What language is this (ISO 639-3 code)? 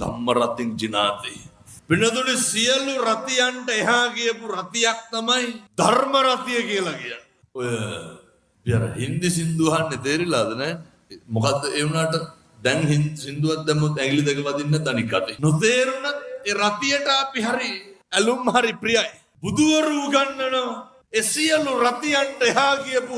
sin